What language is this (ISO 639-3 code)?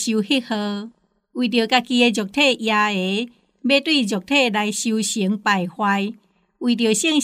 nan